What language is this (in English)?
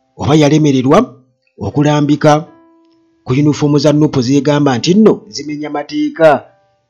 Ganda